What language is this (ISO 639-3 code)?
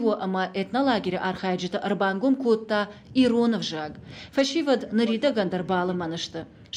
oss